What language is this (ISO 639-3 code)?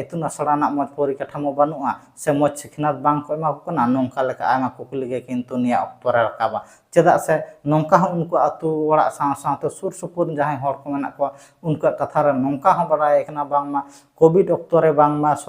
sat